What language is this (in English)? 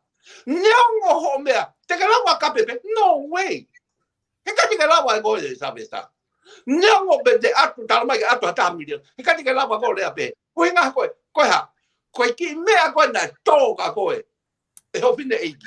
Tongan